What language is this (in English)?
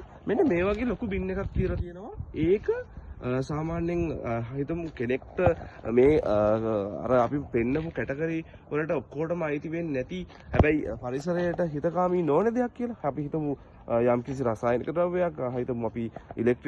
Sinhala